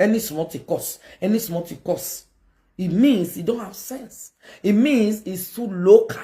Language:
Nigerian Pidgin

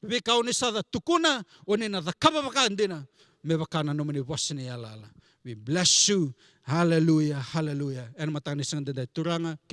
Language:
Fijian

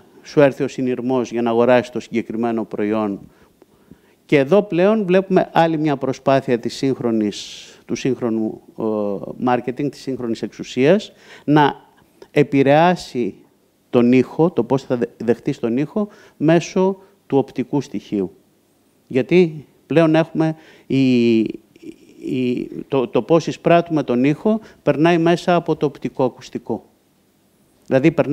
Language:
Greek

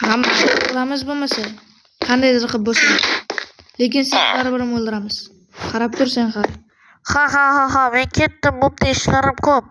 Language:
Uzbek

